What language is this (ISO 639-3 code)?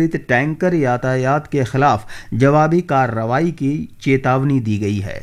hin